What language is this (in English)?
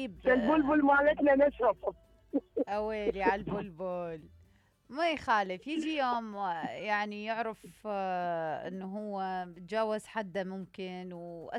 Mesopotamian Arabic